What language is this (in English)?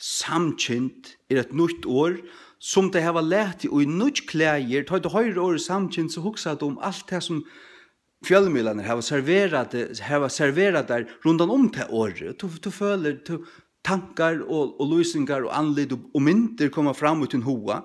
Faroese